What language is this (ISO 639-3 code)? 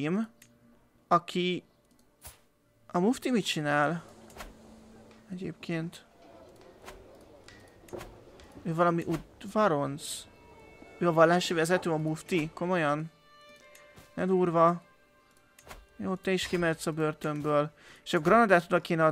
hun